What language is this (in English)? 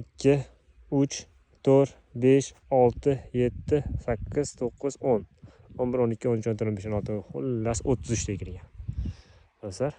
Uzbek